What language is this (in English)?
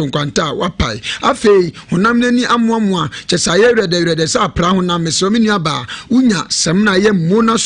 Akan